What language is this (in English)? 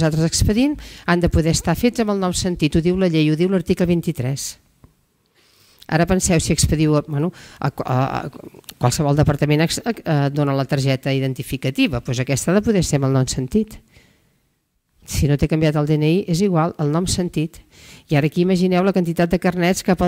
Catalan